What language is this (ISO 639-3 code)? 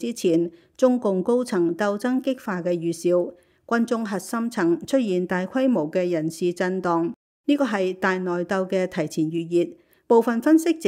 yue